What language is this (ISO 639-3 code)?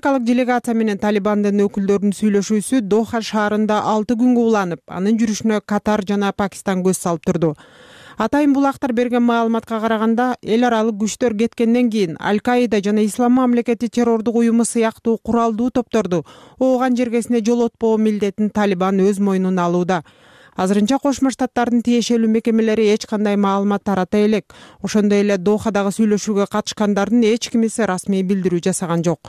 kir